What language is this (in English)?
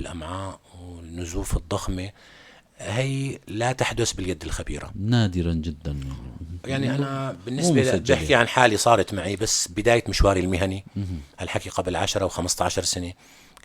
North Levantine Arabic